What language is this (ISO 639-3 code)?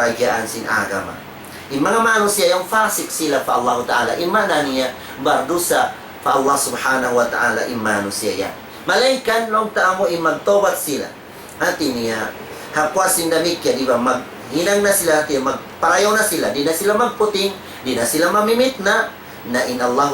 tsg